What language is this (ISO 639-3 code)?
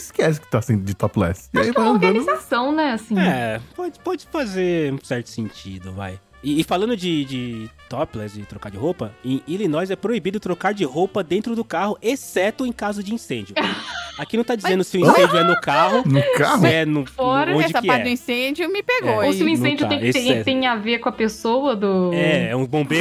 por